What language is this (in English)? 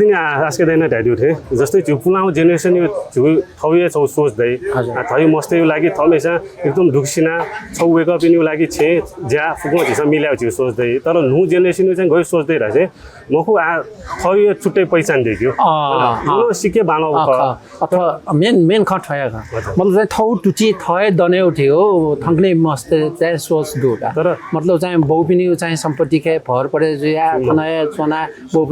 Newari